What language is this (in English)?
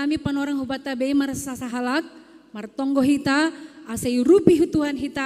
Batak Simalungun